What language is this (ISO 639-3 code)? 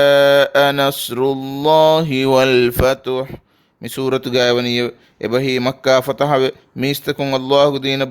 div